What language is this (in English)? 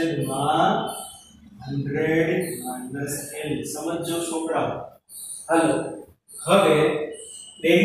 Gujarati